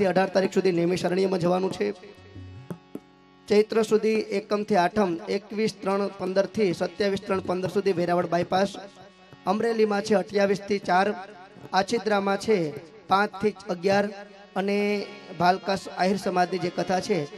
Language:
Gujarati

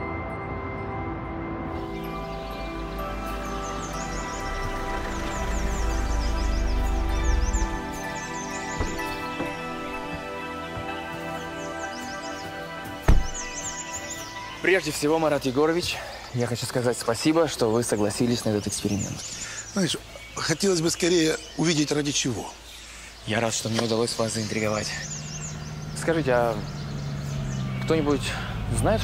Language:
Russian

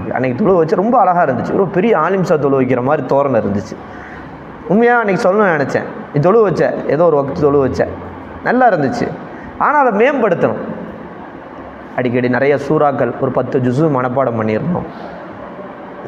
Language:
Tamil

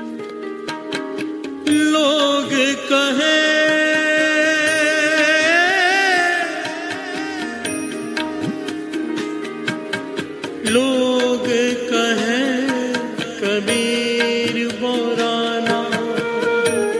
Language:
Hindi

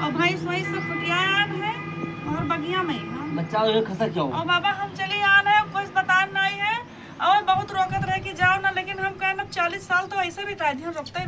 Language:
Awadhi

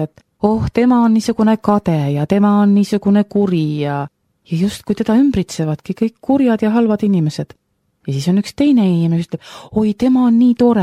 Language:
Estonian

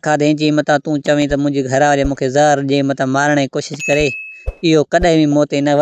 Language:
Sindhi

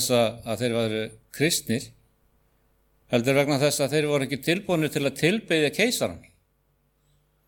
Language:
Icelandic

